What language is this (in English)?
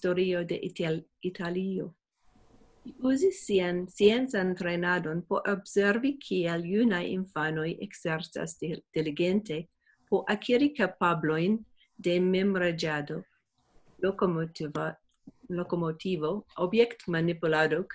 Esperanto